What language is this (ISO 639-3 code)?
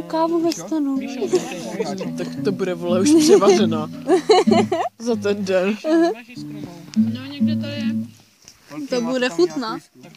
ces